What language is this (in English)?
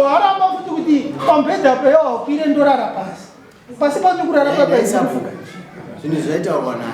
Shona